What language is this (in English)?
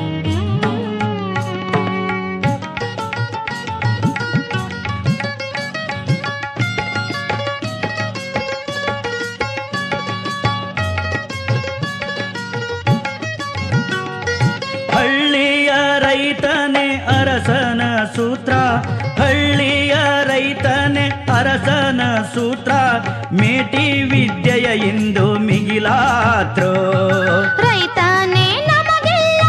Kannada